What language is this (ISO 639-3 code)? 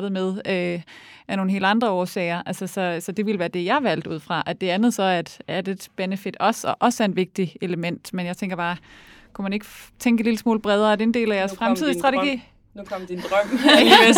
dan